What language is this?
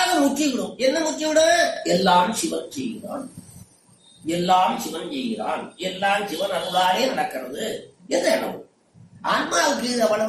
Tamil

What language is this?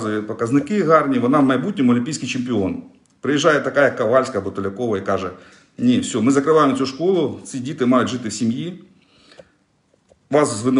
Ukrainian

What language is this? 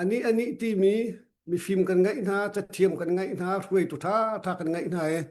Hakha Chin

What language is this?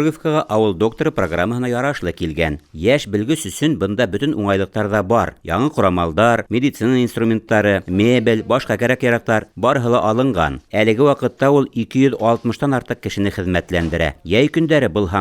Bashkir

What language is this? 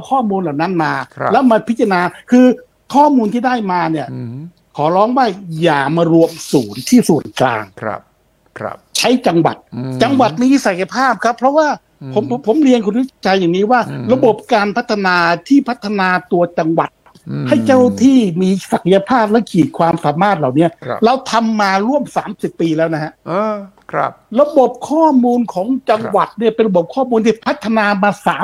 Thai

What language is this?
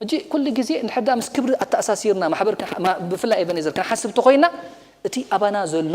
Tigrinya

